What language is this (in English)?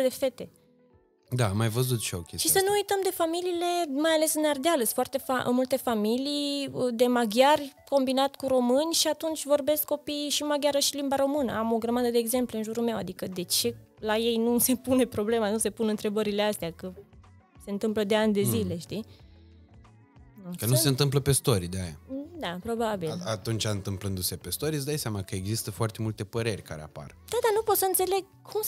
Romanian